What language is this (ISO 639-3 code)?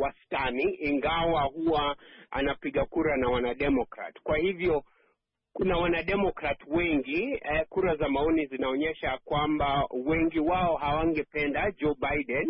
swa